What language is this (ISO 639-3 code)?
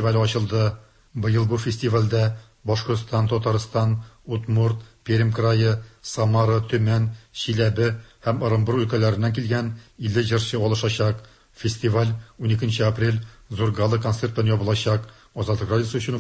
tat